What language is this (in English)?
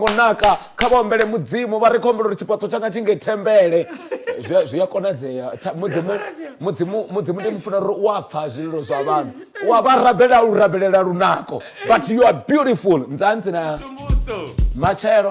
Venda